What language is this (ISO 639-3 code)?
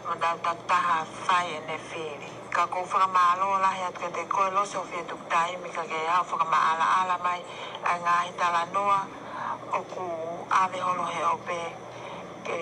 ton